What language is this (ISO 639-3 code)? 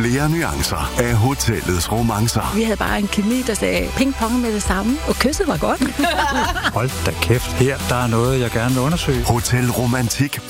dan